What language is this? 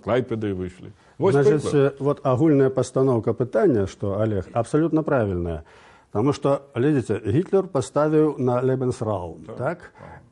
Belarusian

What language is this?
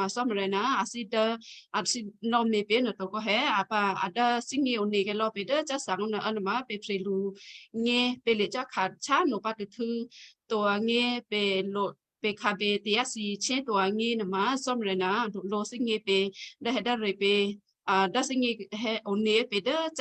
Western Kayah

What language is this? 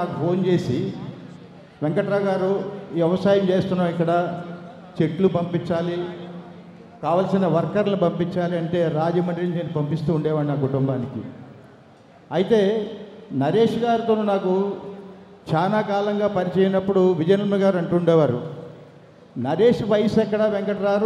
Telugu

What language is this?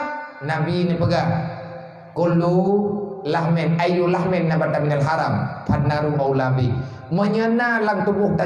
Achinese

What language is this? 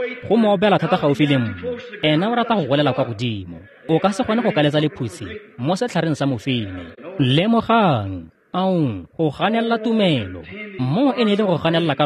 Tswana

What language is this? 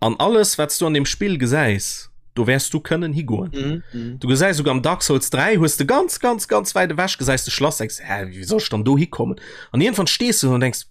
Luxembourgish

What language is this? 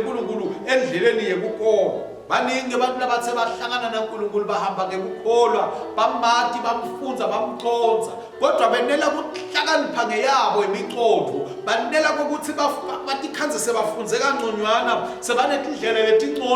Swati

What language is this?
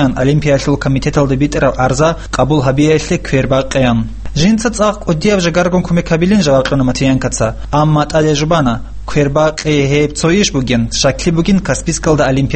Avaric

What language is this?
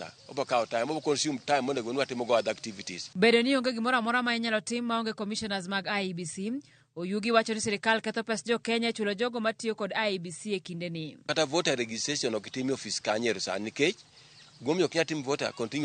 Luo (Kenya and Tanzania)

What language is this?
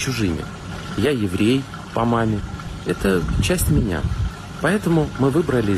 Russian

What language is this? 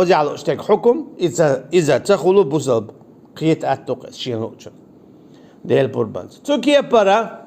Chechen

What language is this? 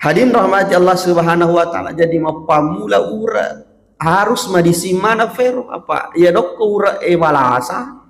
Buginese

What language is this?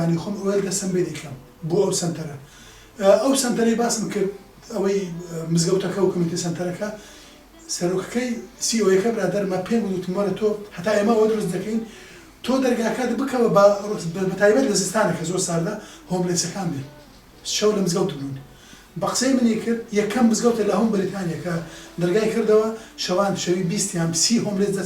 Central Kurdish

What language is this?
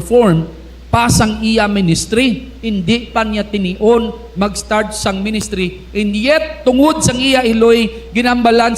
Hiligaynon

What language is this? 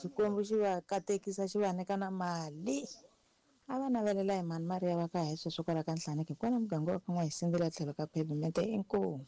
Tsonga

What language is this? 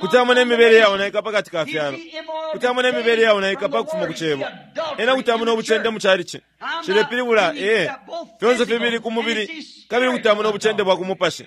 Bemba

